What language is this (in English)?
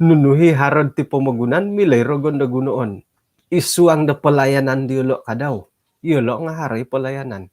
Central Dusun